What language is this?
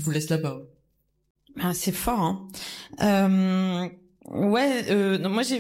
French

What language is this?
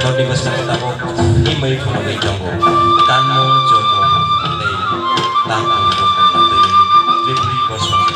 Kok Borok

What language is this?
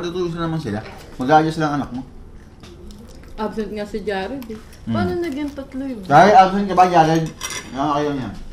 Filipino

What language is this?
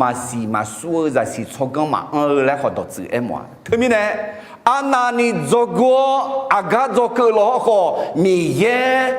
Akha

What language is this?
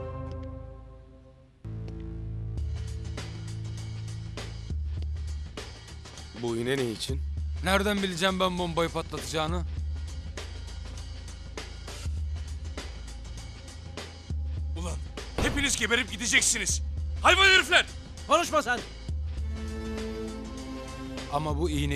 Turkish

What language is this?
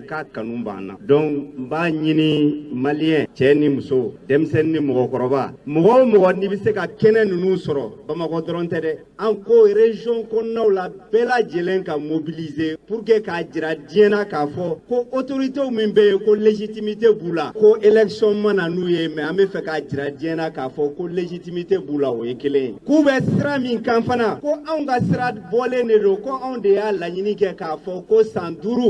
Bambara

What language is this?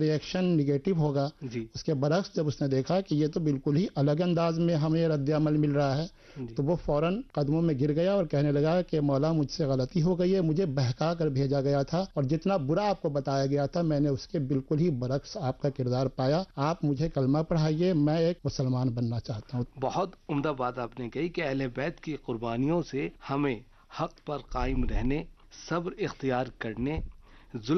Urdu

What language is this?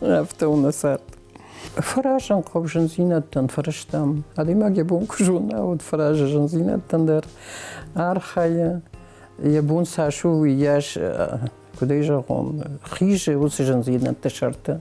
Ossetic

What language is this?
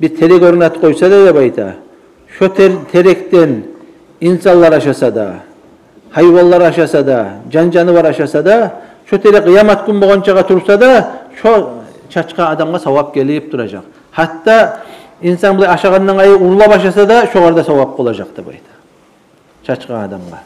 Kumyk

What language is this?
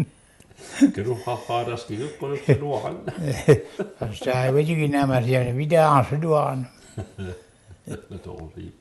Mi'kmaw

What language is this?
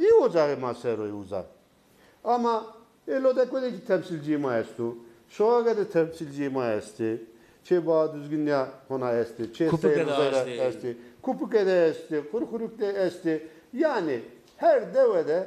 Zaza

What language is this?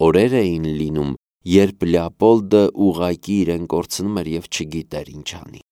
Armenian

